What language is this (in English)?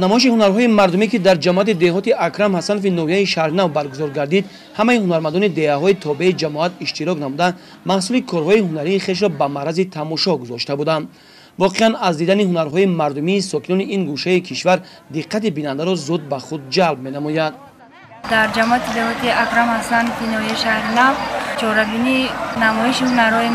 Tajik